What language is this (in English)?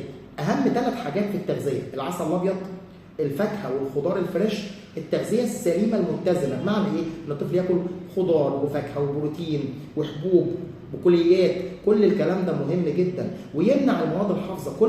Egyptian Arabic